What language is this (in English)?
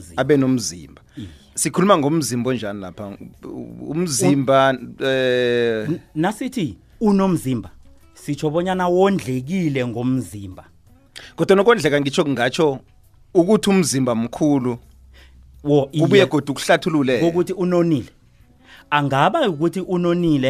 South Ndebele